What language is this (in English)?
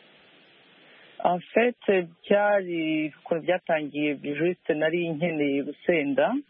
Kinyarwanda